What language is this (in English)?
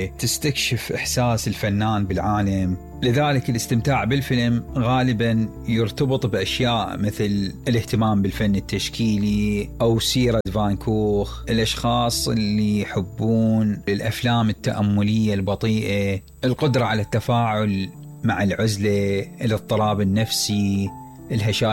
Mesopotamian Arabic